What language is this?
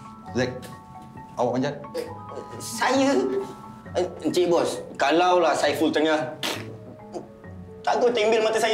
Malay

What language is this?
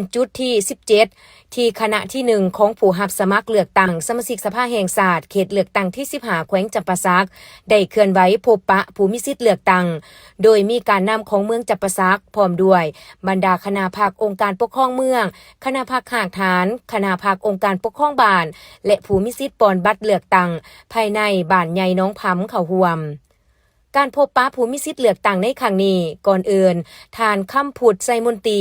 Lao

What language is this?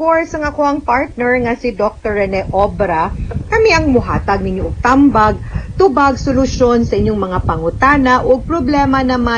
Cebuano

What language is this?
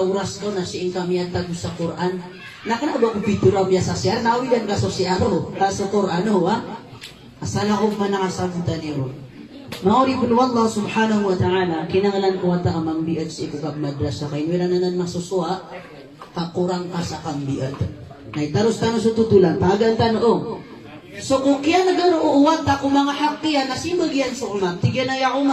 Maranao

